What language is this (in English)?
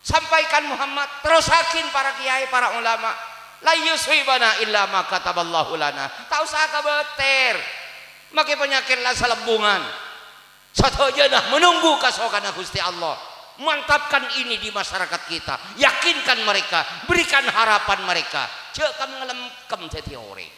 Madurese